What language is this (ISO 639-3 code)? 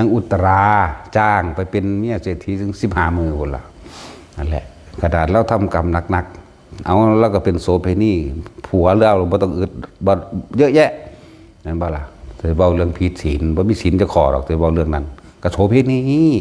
tts